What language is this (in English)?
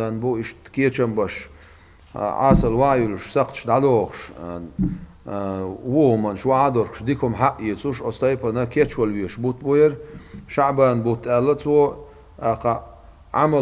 Chechen